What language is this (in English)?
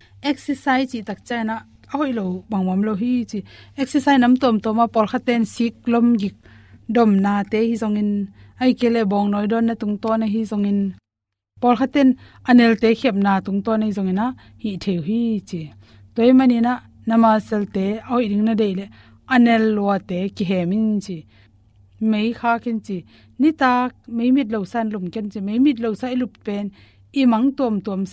Tedim Chin